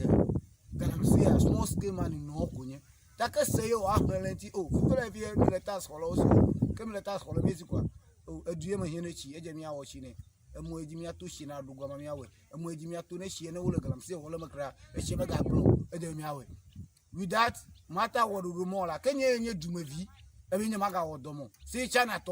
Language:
Ewe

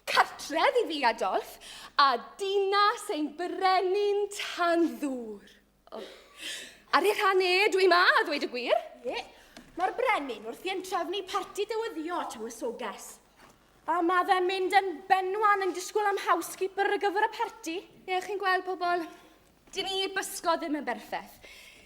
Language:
Welsh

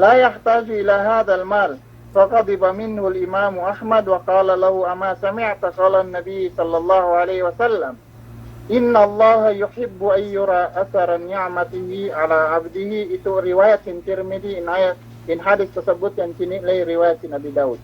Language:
Yakan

